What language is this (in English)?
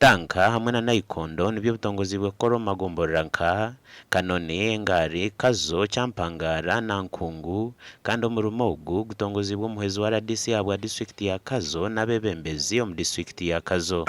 Nyankole